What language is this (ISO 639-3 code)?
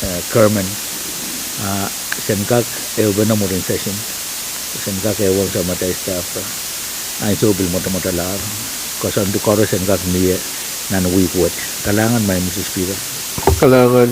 pon